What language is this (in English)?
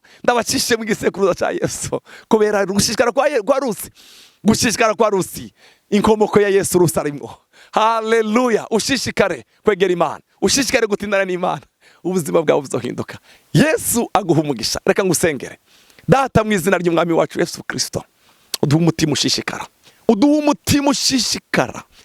Rundi